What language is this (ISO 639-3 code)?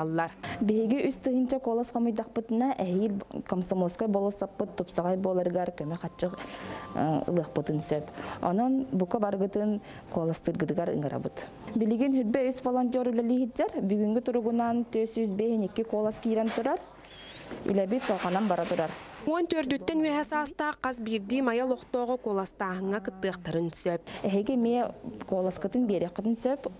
sah